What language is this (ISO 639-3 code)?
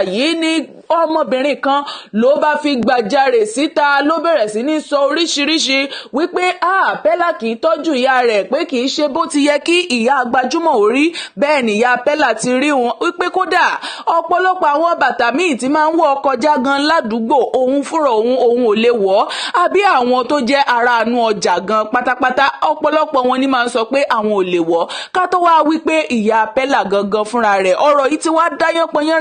yor